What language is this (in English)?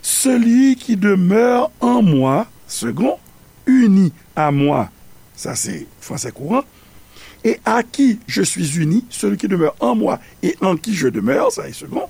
Haitian Creole